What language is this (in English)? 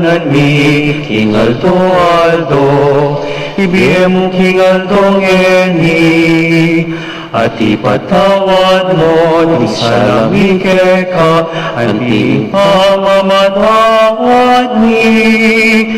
Pampanga